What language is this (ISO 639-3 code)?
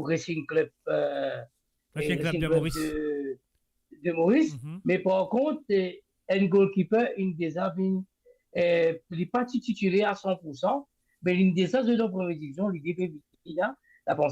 mfe